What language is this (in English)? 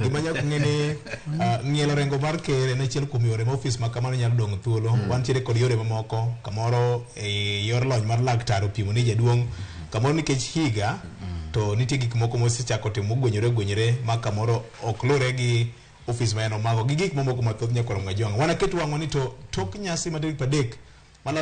Luo (Kenya and Tanzania)